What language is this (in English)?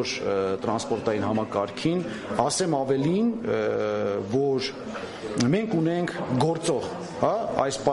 Armenian